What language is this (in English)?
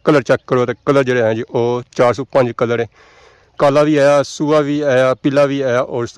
Pahari-Potwari